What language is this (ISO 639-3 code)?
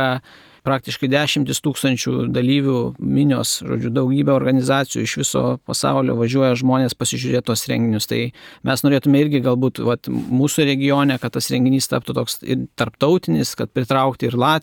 lit